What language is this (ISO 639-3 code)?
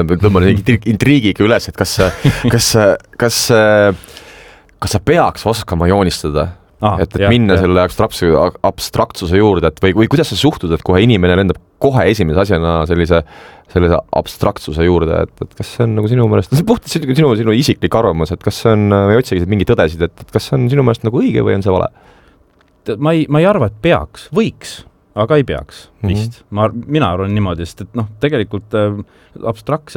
est